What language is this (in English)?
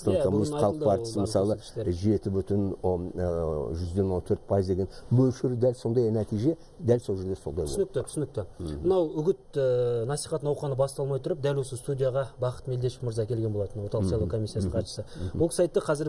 Kazakh